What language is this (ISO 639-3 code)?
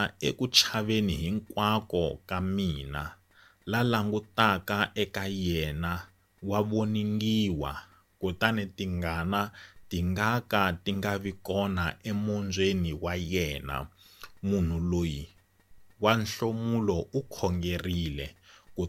tso